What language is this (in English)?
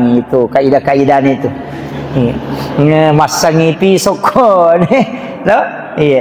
Buginese